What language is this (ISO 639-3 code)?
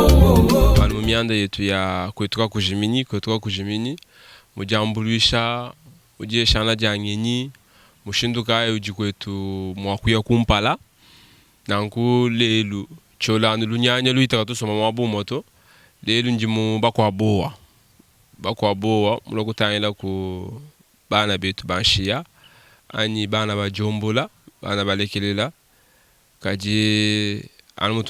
lua